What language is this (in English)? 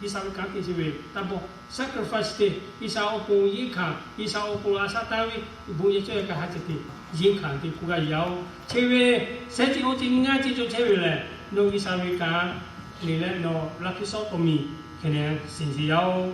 Lahu